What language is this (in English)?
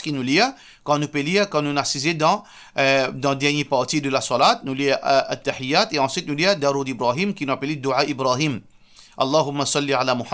Morisyen